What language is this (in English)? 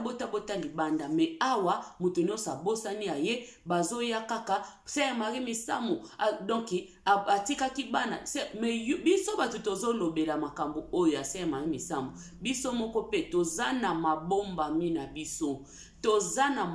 Lingala